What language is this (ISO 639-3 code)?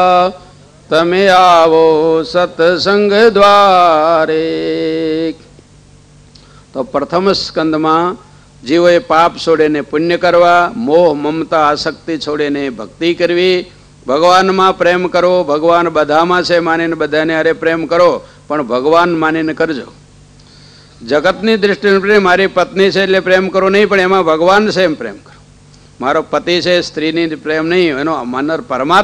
guj